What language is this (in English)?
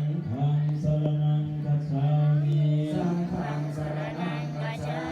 Pali